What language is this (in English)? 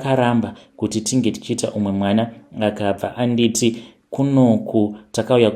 Shona